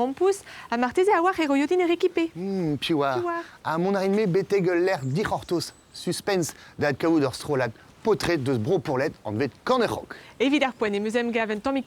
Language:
Breton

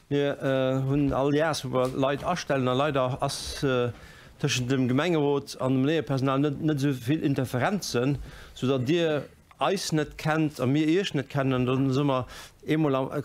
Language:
Luxembourgish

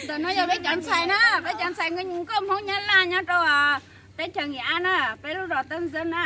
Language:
Hmong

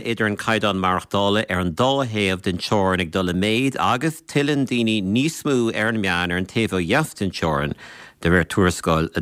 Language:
Irish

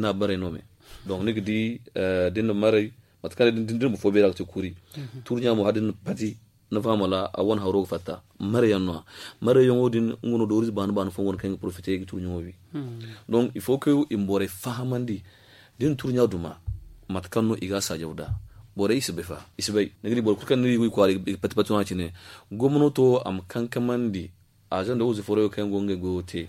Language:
Zarma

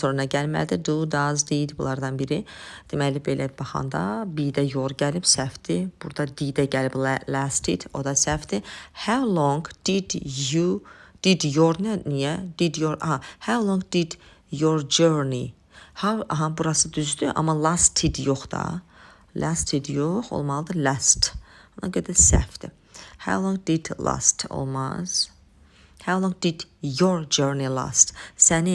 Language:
Azerbaijani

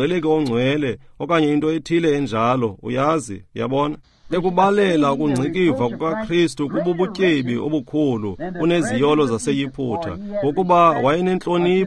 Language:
Xhosa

